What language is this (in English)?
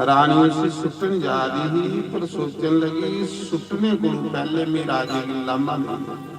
Dogri